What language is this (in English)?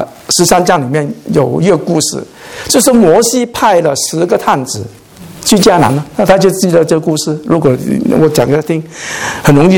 Chinese